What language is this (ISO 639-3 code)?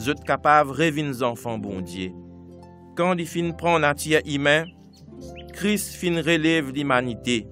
mfe